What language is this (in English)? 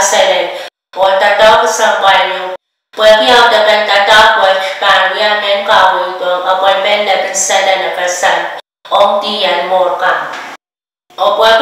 Pohnpeian